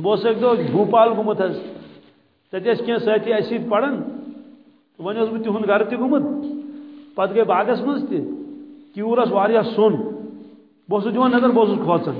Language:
Kashmiri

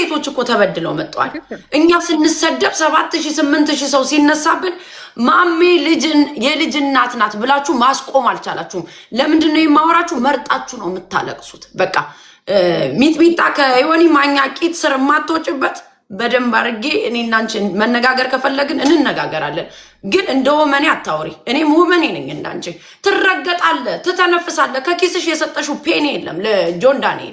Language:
Amharic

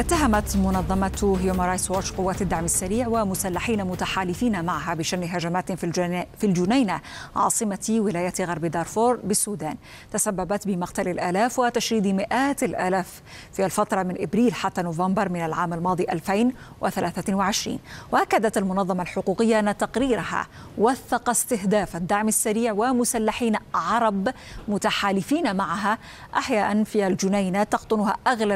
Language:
Arabic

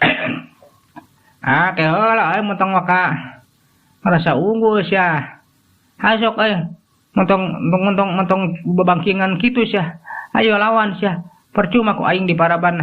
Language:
Sundanese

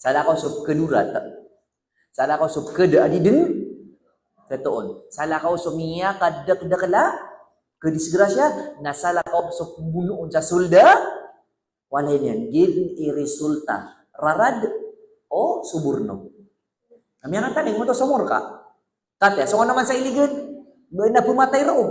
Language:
Maranao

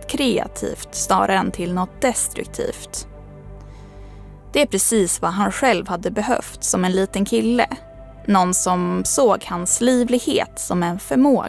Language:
Swedish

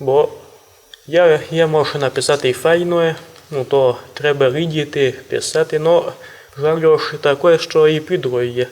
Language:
Rusyn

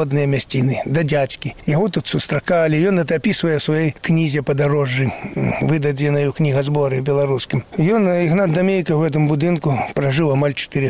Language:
Belarusian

